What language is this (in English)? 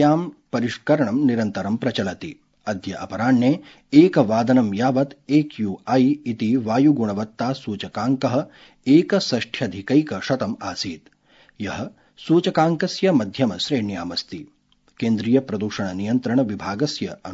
Sanskrit